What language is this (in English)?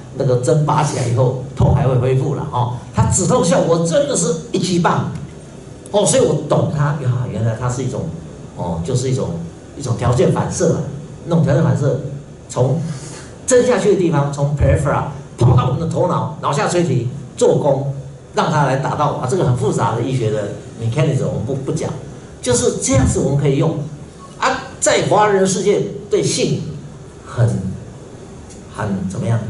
Chinese